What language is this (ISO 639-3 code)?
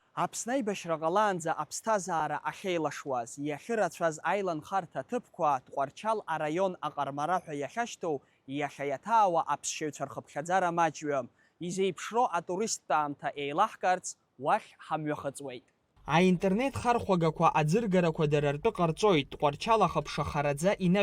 abk